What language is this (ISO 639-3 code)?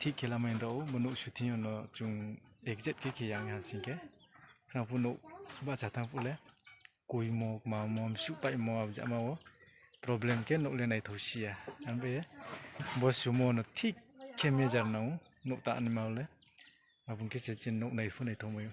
ria